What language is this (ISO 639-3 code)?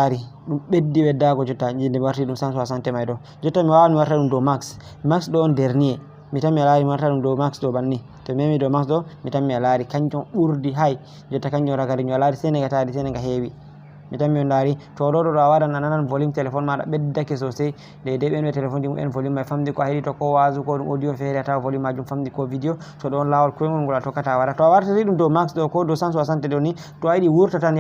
ful